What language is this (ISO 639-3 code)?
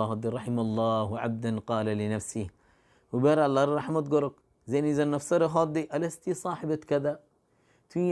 rhg